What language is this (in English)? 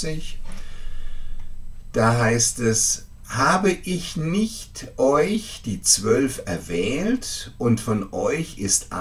German